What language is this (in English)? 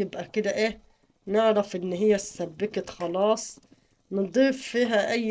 Egyptian Arabic